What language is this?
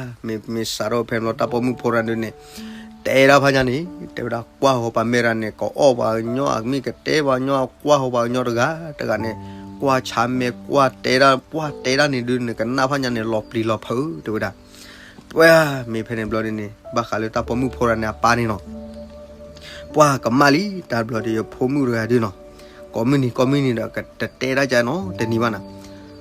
S'gaw Karen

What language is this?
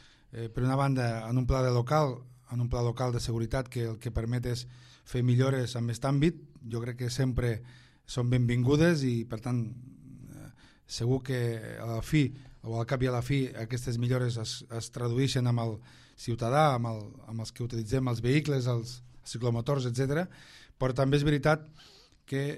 Catalan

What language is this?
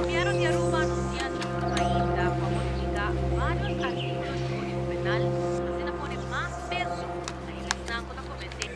Papiamento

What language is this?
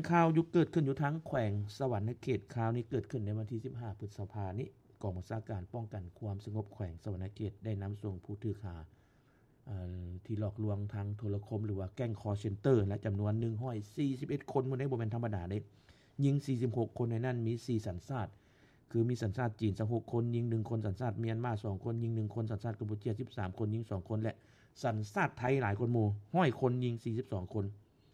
Lao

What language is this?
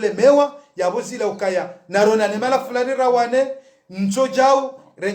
Ngazidja Comorian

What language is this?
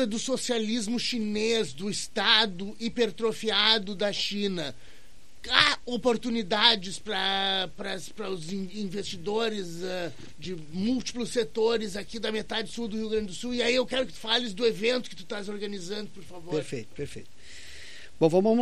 Portuguese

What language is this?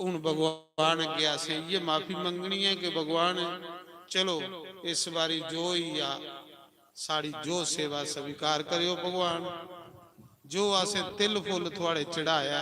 Dogri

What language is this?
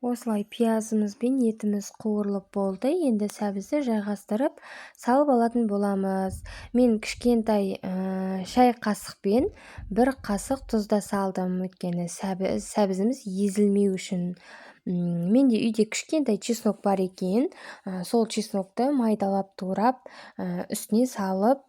Kazakh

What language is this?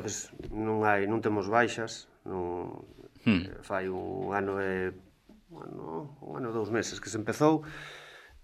Galician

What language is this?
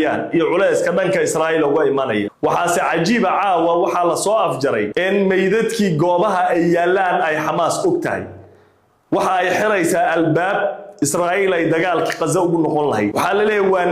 Somali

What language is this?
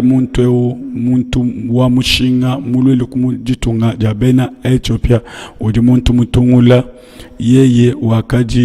Luba-Lulua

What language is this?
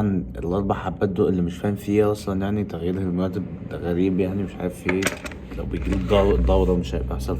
Egyptian Arabic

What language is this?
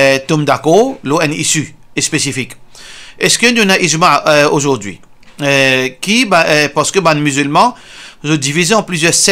Morisyen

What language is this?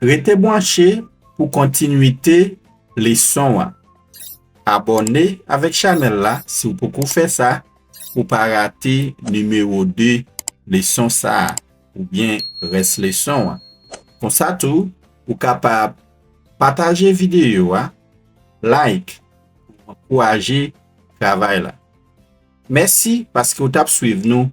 Haitian Creole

